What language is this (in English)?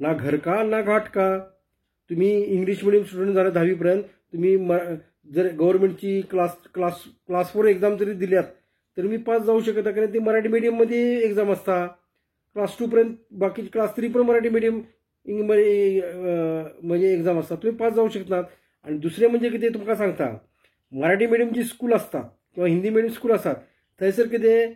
Konkani